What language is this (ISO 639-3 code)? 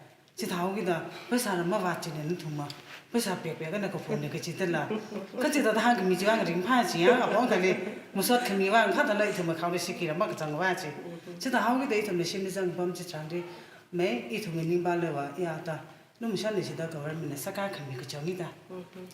nmf